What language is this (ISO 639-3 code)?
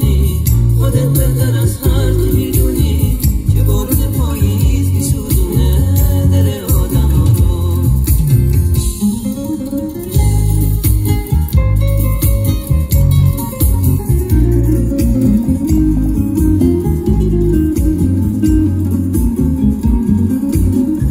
fas